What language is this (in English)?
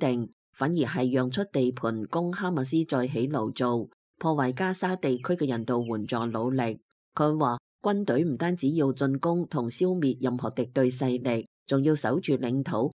Cantonese